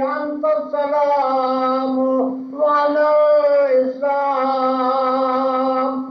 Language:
Kashmiri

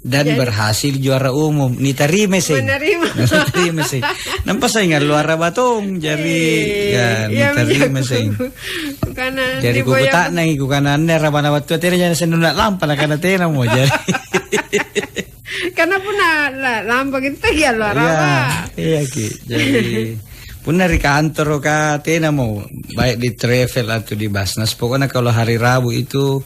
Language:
Makasar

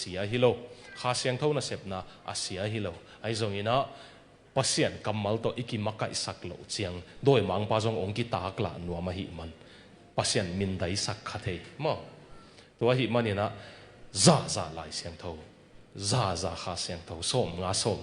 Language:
Tedim Chin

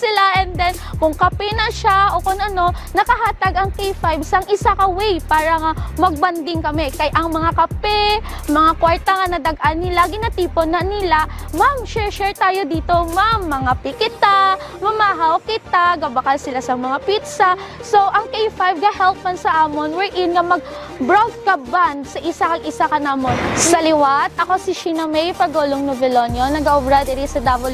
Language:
Hiligaynon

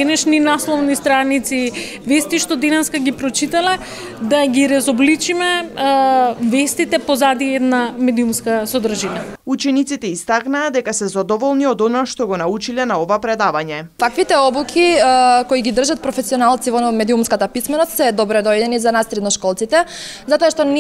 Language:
Macedonian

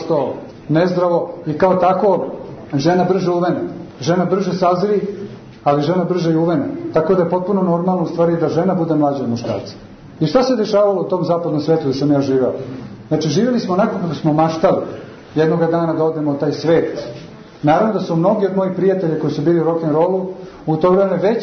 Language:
Serbian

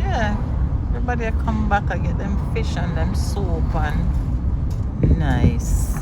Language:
Jamaican Creole English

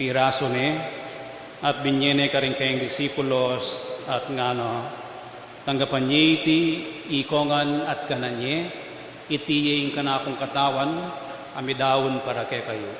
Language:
Pampanga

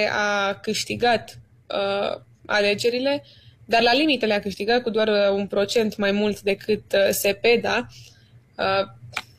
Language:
Romanian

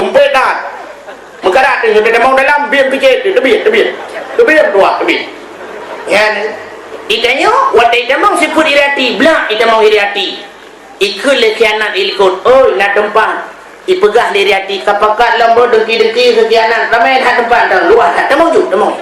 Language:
Achinese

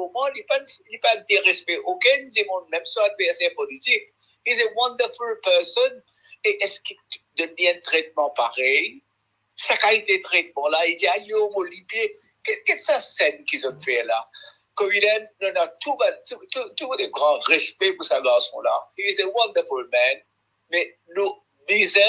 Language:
Morisyen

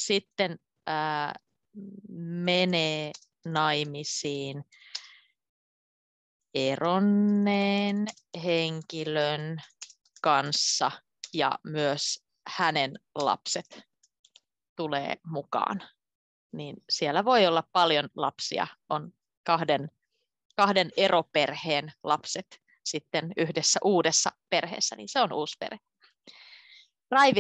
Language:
Finnish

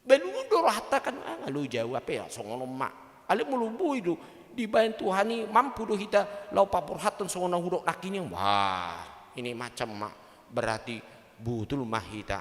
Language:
Batak Toba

